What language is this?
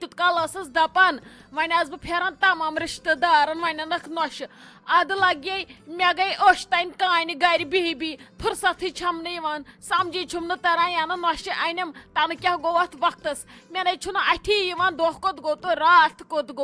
Kashmiri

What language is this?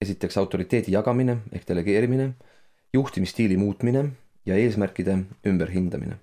Estonian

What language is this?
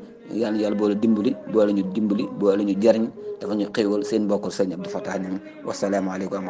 Wolof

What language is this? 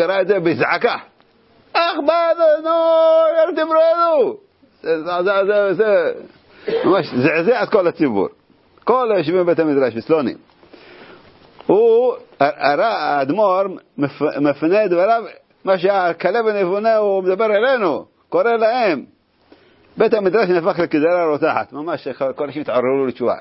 Hebrew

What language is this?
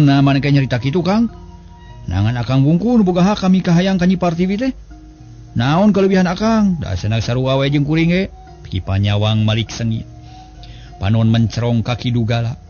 Sundanese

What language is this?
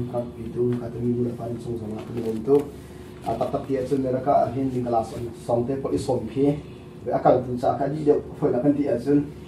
Hakha Chin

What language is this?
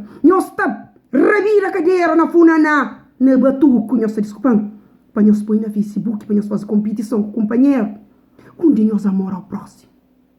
Kabuverdianu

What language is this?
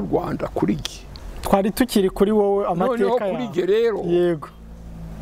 Kinyarwanda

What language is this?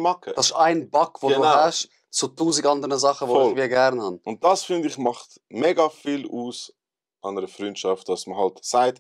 Swiss German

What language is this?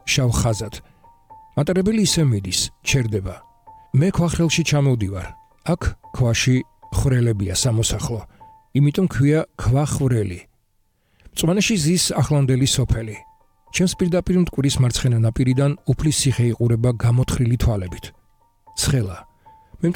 Georgian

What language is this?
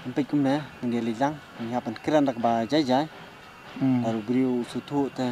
Khasi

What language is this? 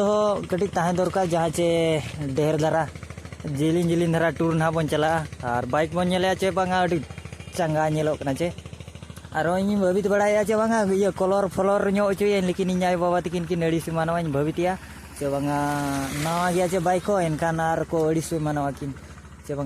Santali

